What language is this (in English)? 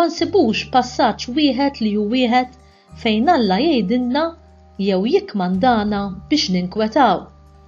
Maltese